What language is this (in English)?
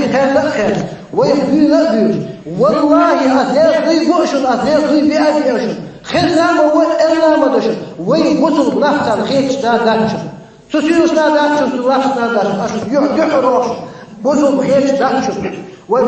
Chechen